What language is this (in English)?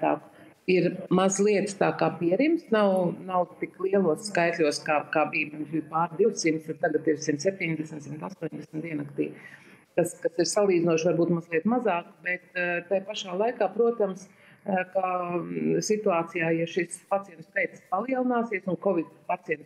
Latvian